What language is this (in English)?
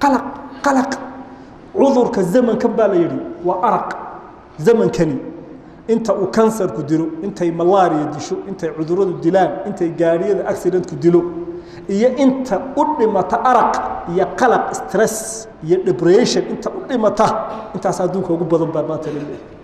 Somali